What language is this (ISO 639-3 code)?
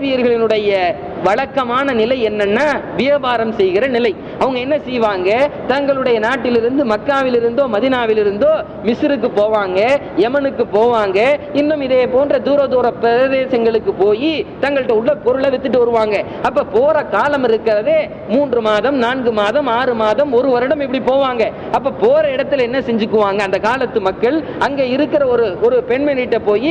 tam